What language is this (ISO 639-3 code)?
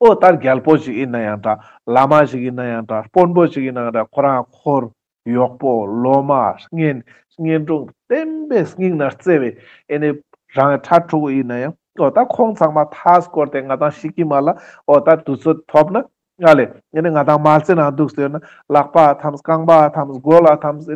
lbj